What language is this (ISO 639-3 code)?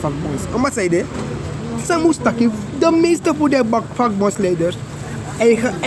srn